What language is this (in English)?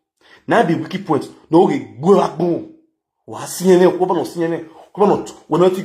Nigerian Pidgin